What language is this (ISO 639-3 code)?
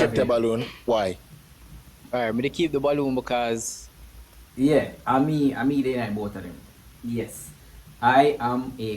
jam